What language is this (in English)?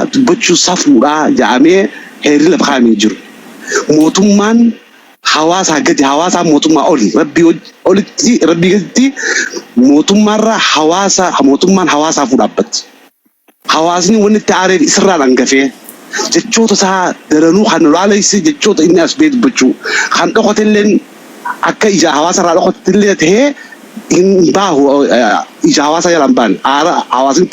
Oromo